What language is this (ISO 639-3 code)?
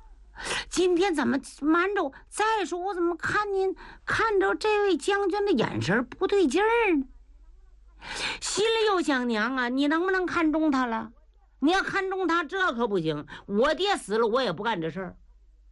zho